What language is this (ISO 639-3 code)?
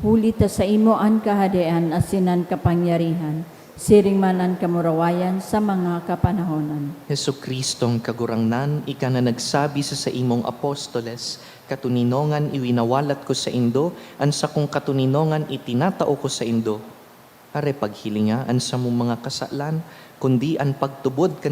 bik